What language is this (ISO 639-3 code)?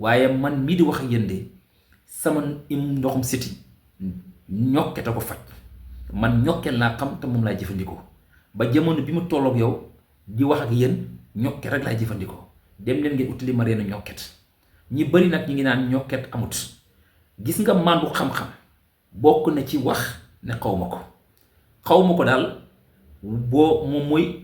wol